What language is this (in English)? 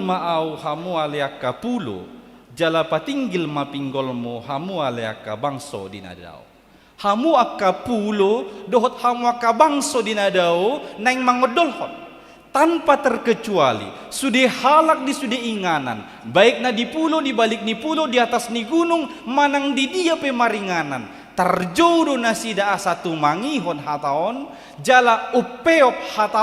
Batak Toba